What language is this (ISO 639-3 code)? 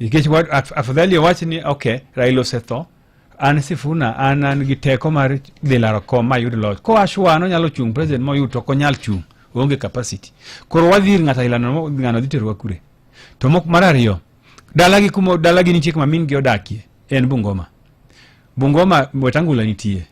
luo